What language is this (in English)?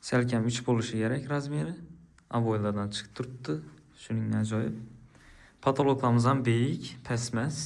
Uzbek